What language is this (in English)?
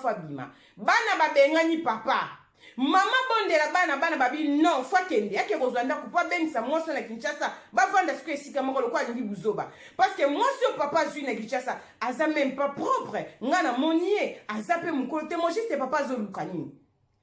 Lingala